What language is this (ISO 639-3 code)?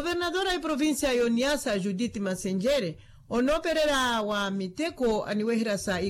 vmw